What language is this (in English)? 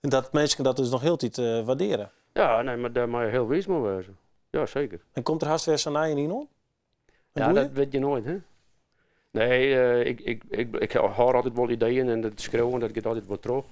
Western Frisian